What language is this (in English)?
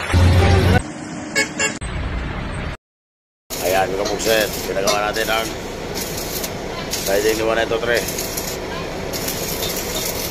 Filipino